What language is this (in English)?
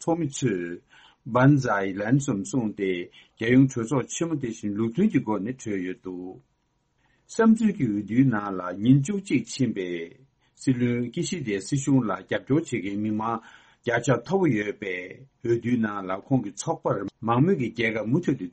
Tibetan